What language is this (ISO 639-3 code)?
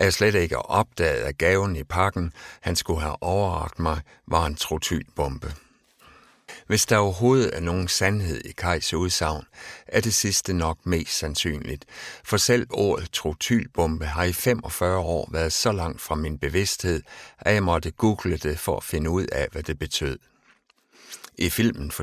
dan